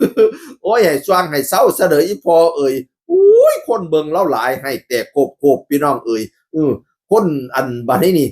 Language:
Northeastern Thai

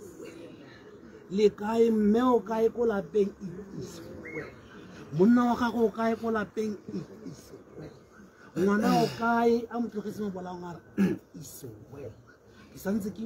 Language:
Tswana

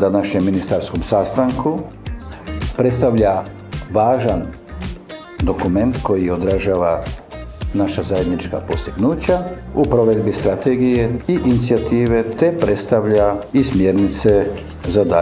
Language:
Croatian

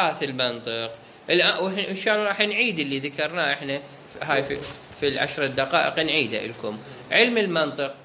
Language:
Mesopotamian Arabic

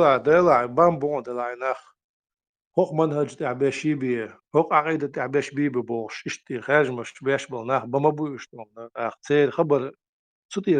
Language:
Chechen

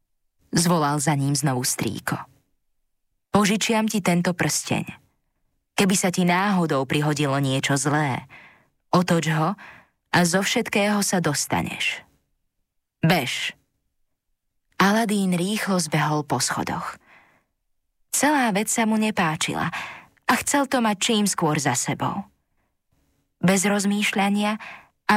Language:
Slovak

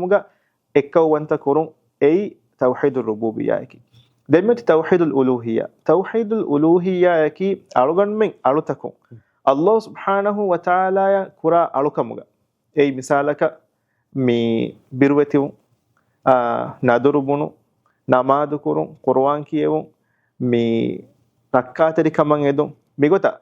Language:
Divehi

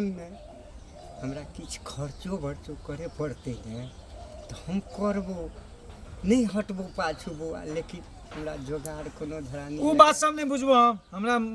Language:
Maithili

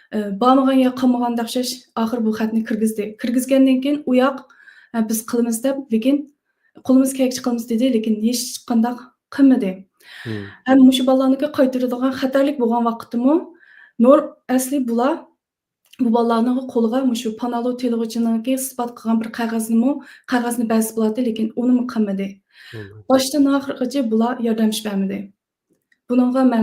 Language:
Uyghur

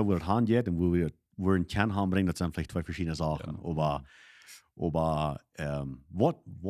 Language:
Plautdietsch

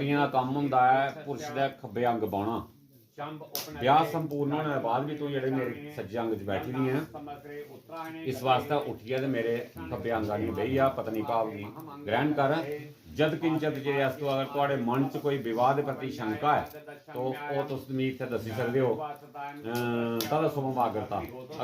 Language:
Dogri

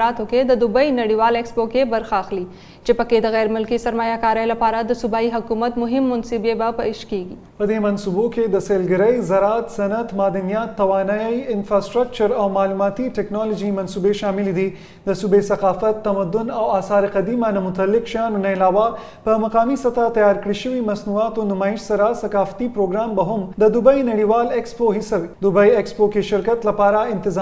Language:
Pashto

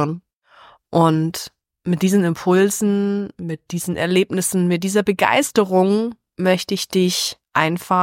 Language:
German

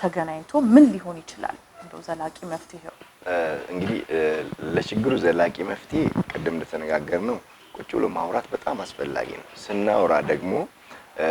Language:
Amharic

